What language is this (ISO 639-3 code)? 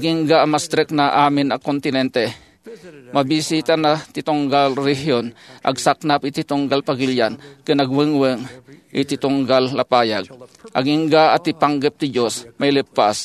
ilo